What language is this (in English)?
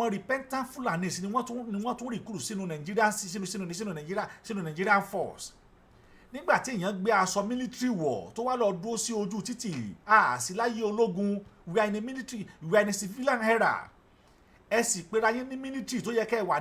Yoruba